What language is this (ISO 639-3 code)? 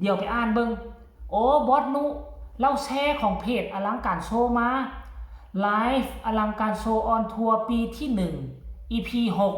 tts